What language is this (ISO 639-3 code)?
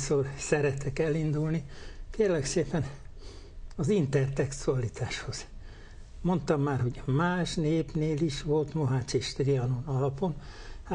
hun